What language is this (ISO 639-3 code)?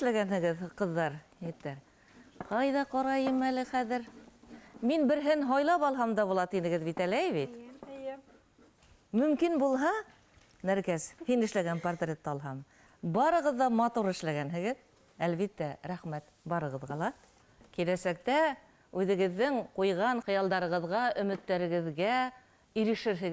bak